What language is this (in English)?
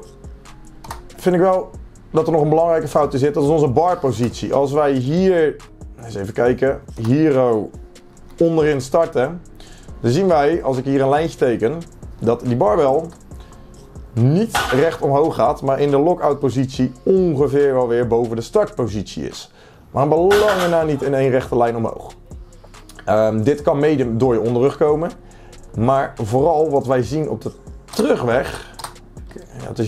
Dutch